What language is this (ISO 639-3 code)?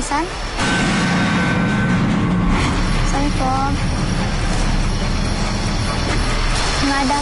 ind